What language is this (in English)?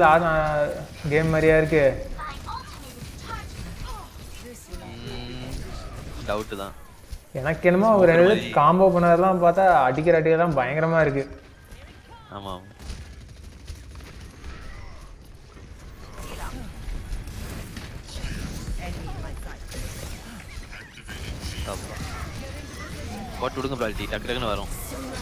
Tamil